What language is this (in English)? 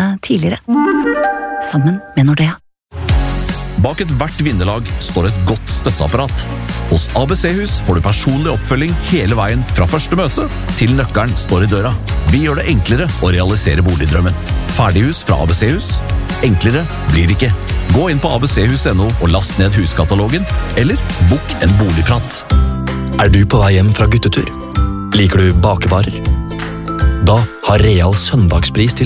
Norwegian